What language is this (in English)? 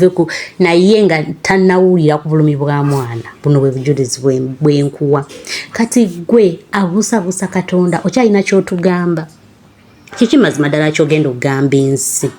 Ganda